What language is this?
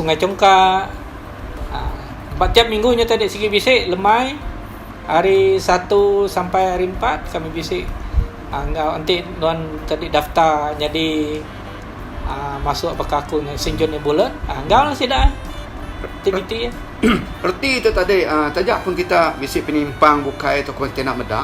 Iban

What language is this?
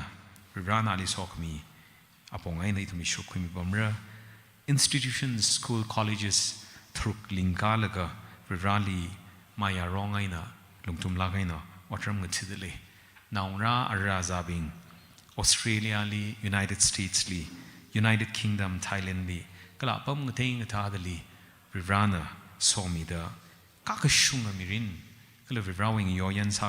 Tangkhul Naga (India)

